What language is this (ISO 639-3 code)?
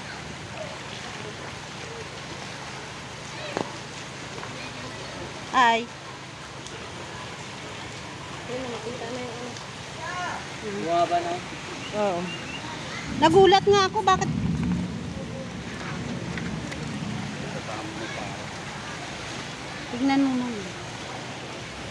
fil